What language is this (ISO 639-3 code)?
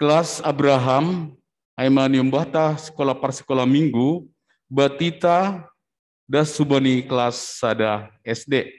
bts